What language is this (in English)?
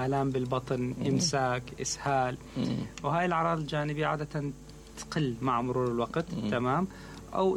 Mesopotamian Arabic